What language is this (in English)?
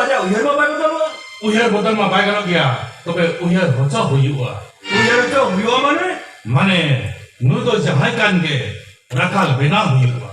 Santali